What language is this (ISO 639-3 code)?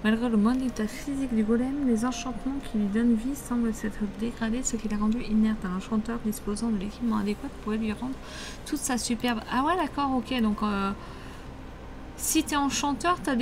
fra